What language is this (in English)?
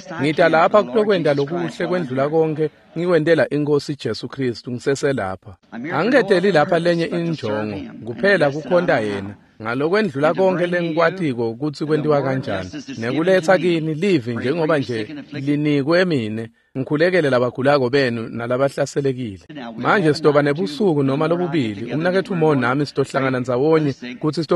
Swati